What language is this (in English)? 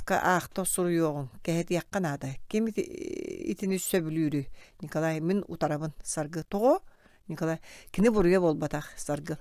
Yakut